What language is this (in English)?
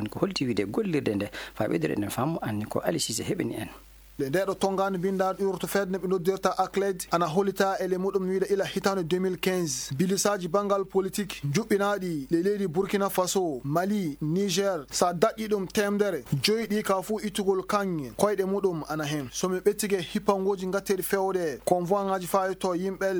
Fula